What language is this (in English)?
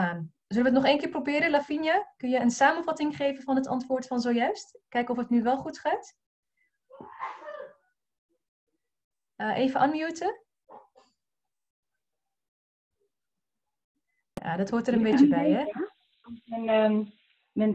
Dutch